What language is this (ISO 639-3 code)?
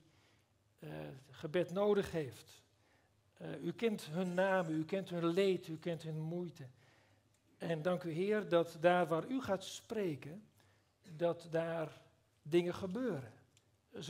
nld